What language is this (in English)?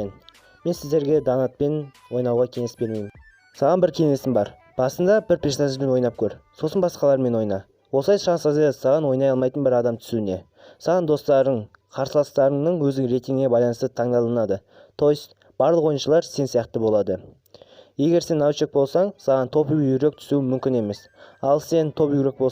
Kazakh